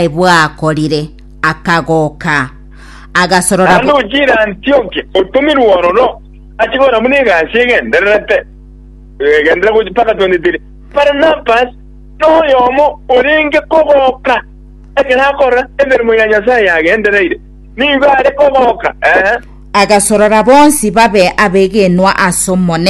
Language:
Gusii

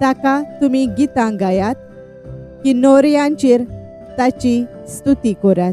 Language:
Konkani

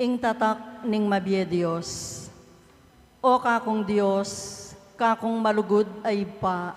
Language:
Pampanga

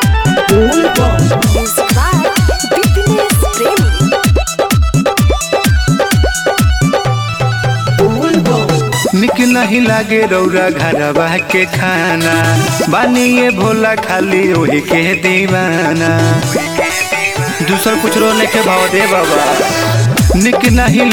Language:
Bhojpuri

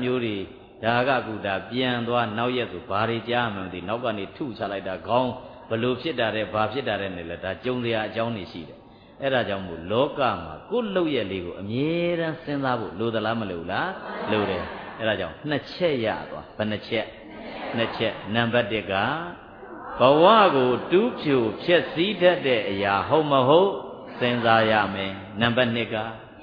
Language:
Burmese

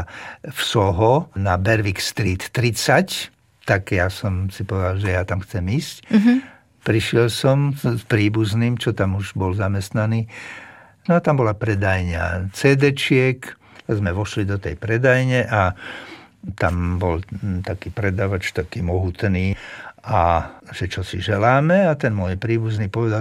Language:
Slovak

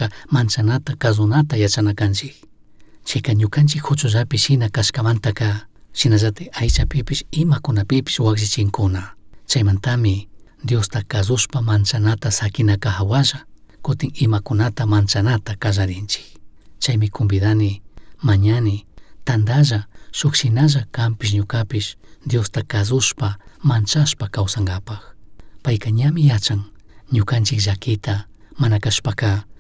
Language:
Chimborazo Highland Quichua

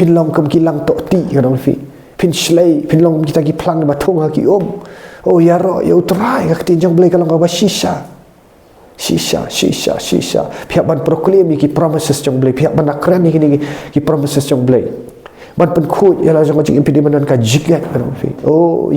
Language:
Khasi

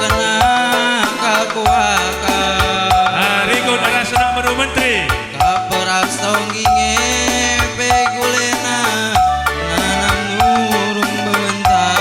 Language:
Batak Karo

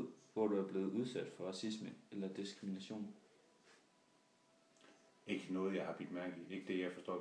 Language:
Danish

